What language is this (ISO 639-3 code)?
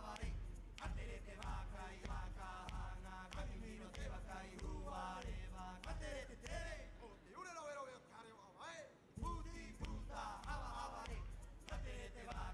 rap